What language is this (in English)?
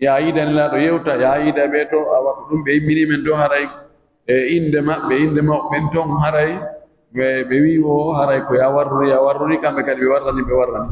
Pular